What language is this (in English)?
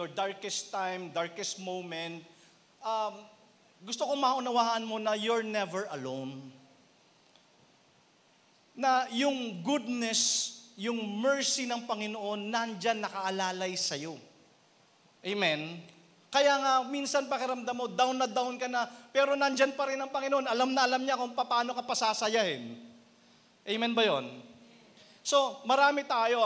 Filipino